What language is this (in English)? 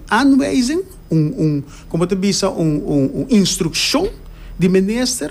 Papiamento